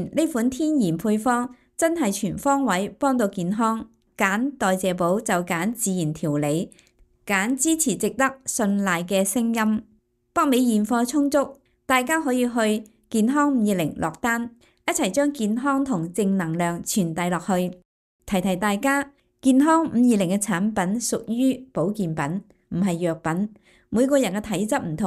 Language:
Cantonese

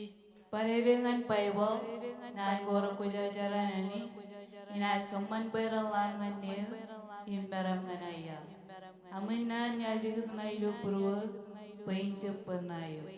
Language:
Marshallese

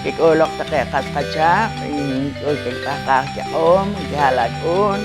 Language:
Poqomchi'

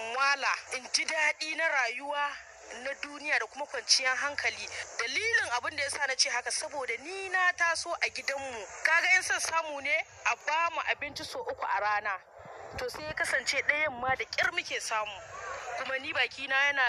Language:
Hausa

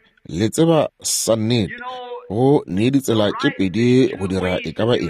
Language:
Northern Sotho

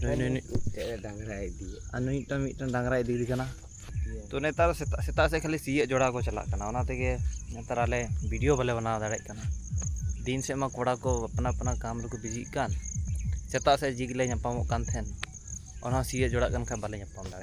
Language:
Santali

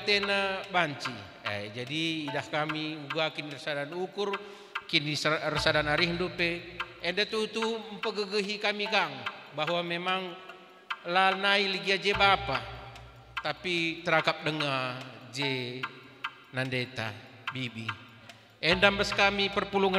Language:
Batak Karo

